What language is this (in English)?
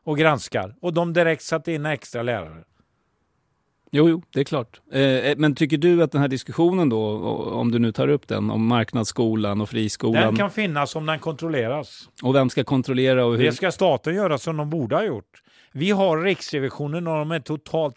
Swedish